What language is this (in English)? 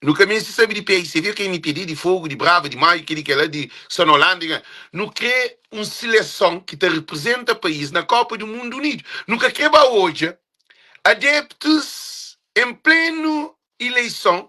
Kabuverdianu